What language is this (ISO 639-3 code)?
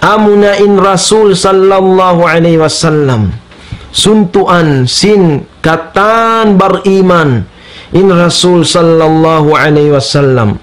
tsg